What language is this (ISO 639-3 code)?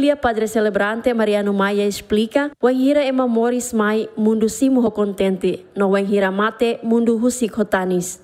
tet